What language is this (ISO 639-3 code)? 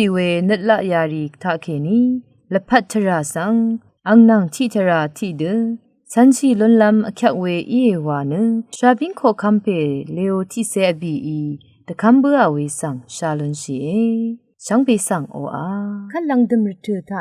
raw